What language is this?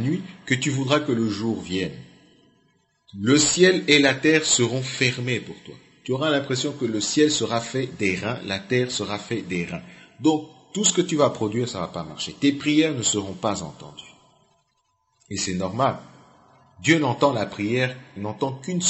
French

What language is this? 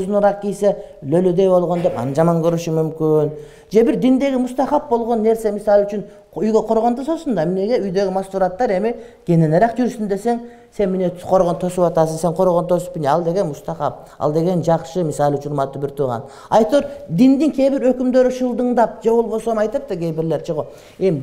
Kyrgyz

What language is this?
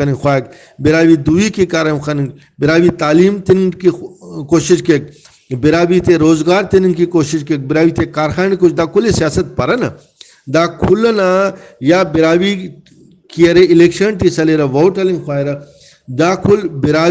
Brahui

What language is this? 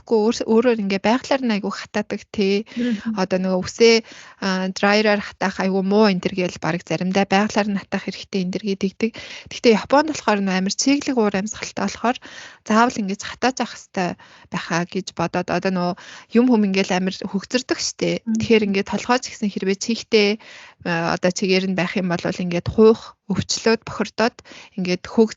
Mongolian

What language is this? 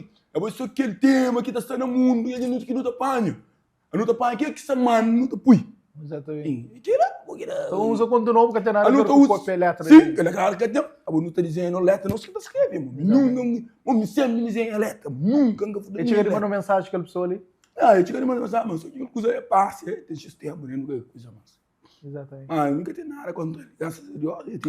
Kabuverdianu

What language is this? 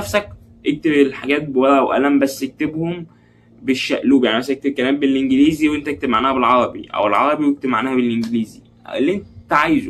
Egyptian Arabic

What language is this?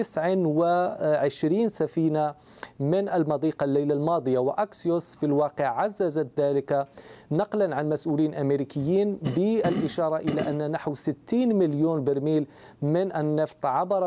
Arabic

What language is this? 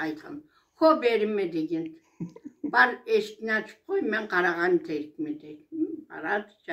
Karachay-Balkar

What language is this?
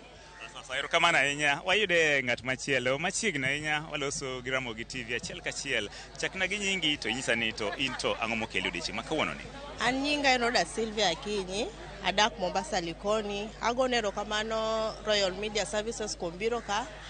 Luo (Kenya and Tanzania)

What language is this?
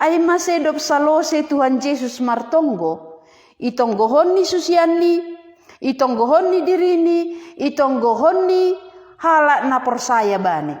Batak Simalungun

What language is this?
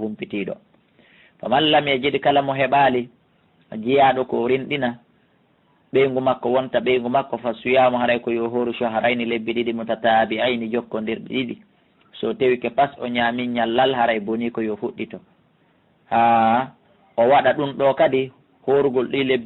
Fula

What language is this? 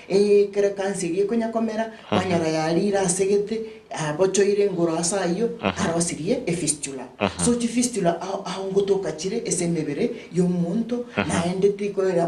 Gusii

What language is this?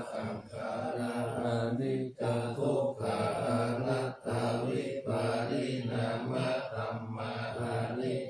Pali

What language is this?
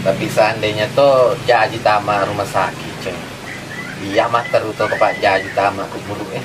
Buginese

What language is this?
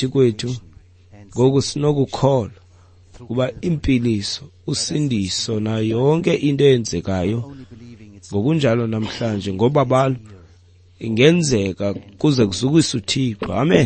Xhosa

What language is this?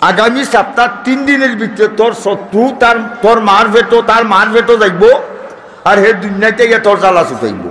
Sylheti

